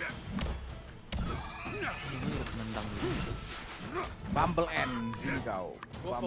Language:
Indonesian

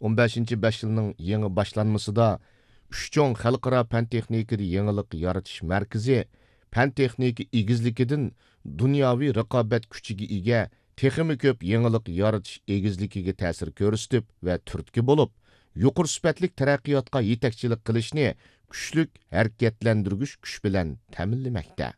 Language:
Uyghur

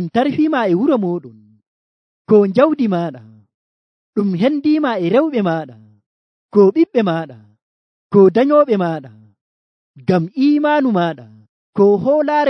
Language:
Nigerian Fulfulde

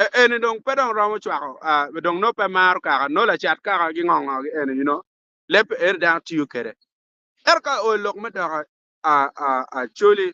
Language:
Acoli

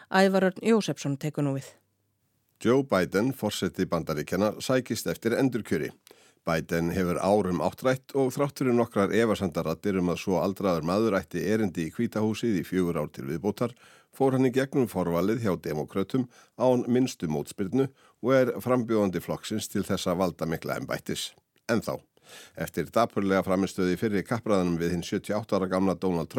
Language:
Icelandic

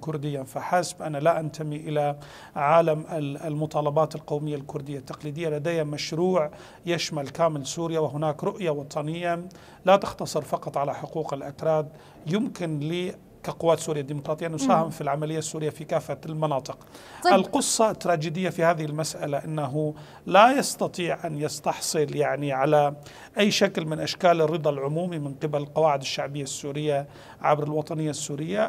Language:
Arabic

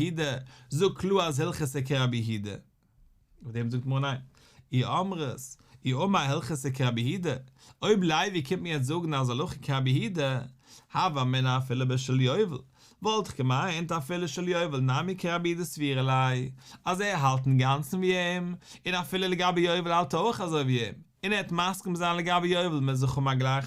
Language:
Yiddish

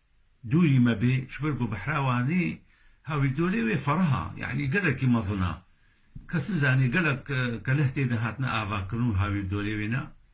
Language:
Kurdish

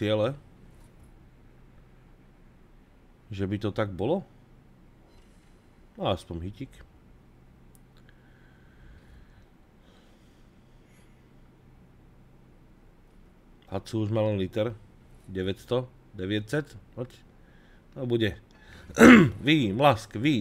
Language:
Slovak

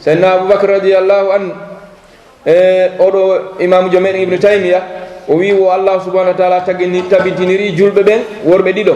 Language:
Fula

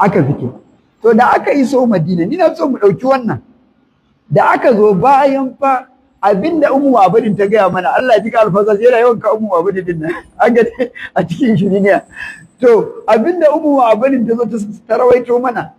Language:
Hausa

